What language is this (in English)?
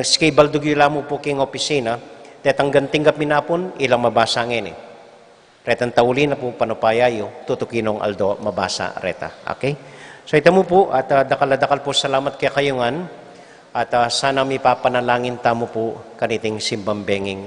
Pampanga